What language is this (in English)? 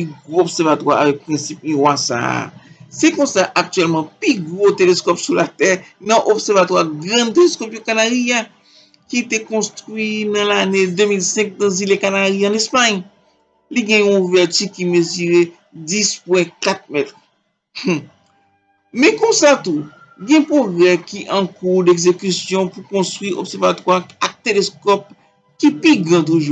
Haitian Creole